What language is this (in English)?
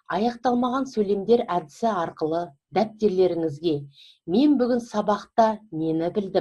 Kazakh